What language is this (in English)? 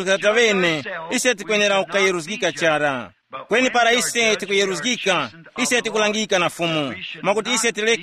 Tumbuka